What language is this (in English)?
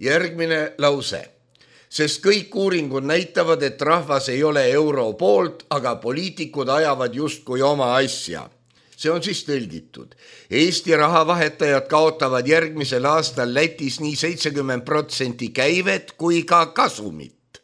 Estonian